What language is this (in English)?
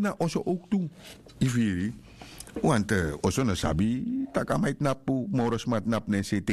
Sranan Tongo